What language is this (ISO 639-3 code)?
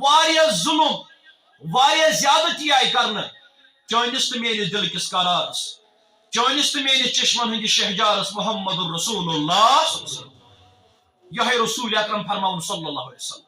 kas